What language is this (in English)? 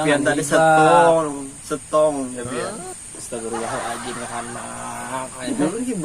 Banjar